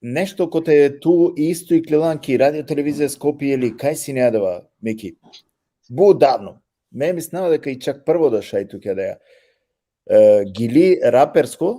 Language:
Balkan Romani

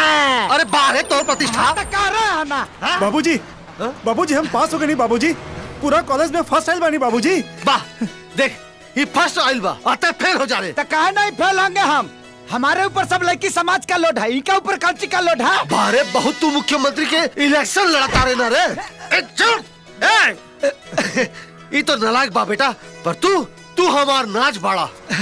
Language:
Bhojpuri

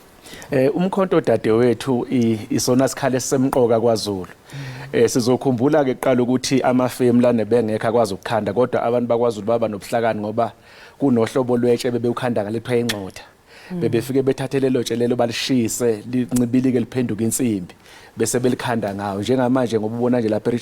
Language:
Zulu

